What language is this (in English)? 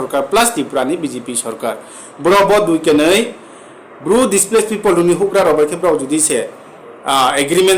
Riang (India)